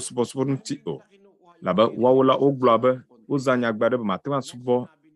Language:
Ewe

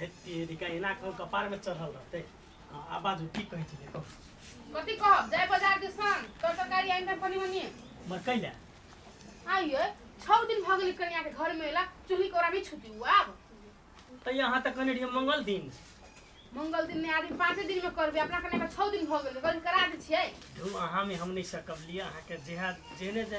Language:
Maithili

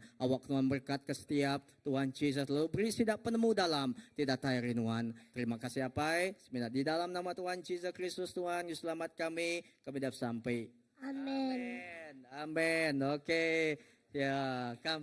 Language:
Iban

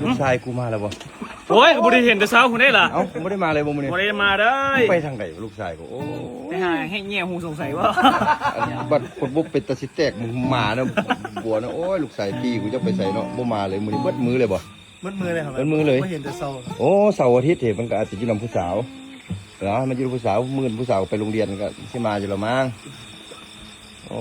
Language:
Lao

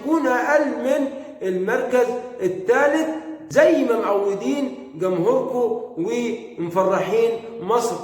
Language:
Egyptian Arabic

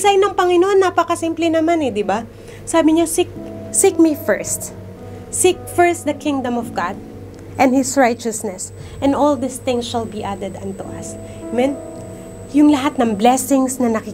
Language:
Filipino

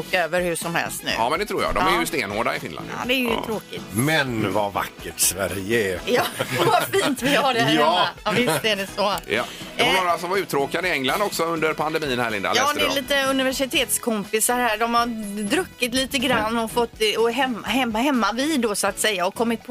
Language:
Swedish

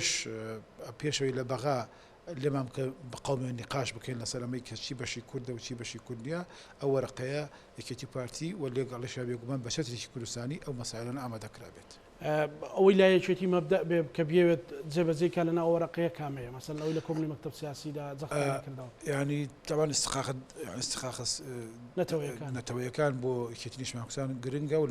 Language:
Central Kurdish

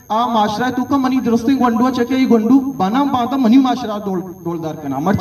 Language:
Eastern Balochi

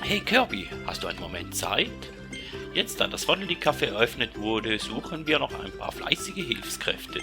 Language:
Swiss German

